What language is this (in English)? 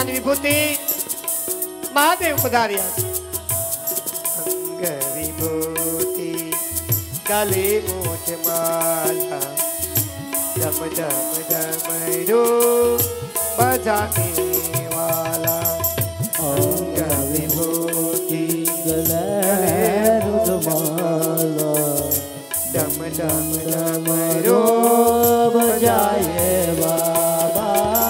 Gujarati